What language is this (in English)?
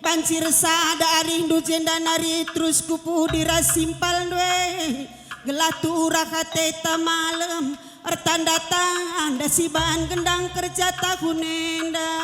Batak Karo